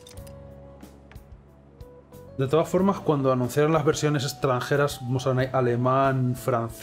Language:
Spanish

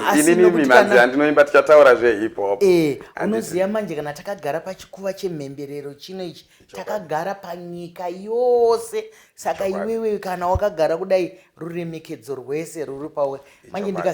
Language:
Shona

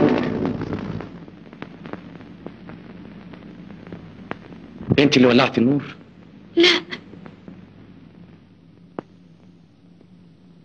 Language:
Egyptian Arabic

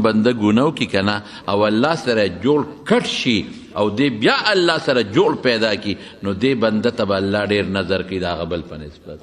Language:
Pashto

